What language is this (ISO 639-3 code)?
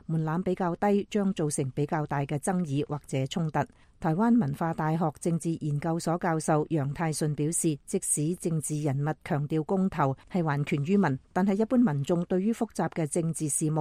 yue